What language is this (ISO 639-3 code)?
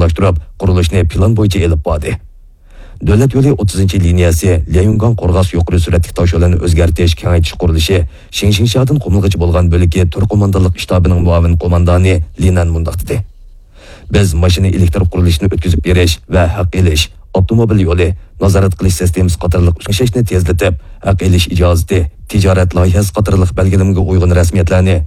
uig